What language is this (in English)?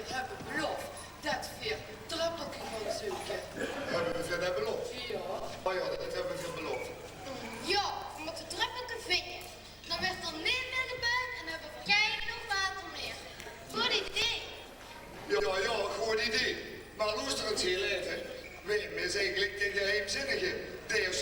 Limburgish